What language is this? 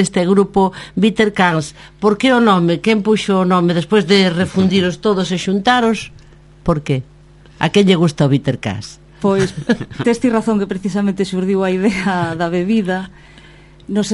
Galician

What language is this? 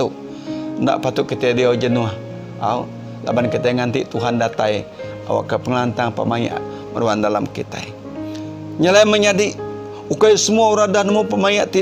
Iban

